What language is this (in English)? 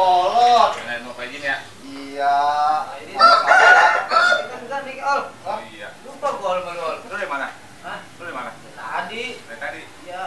Betawi